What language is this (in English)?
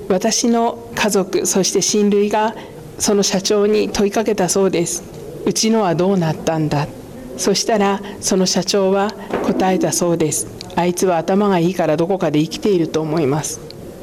Japanese